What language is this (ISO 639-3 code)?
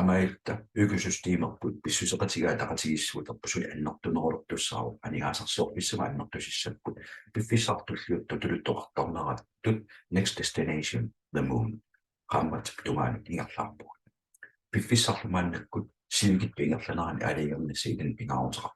kal